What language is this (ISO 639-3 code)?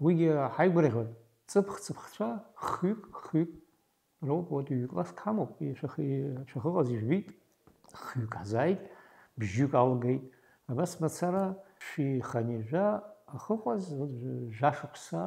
abk